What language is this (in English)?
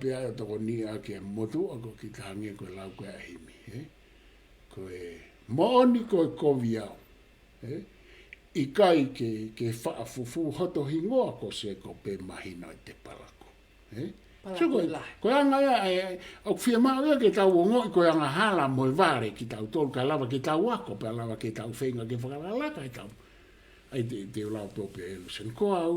Tongan